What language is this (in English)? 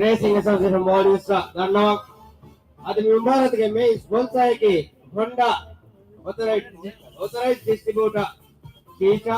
Divehi